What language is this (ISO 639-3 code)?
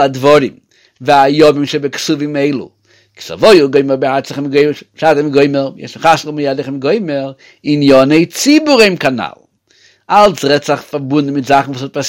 yid